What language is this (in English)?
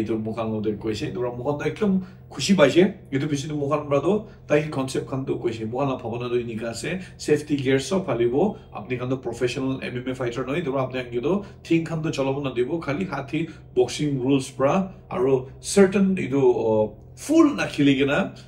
Naga Pidgin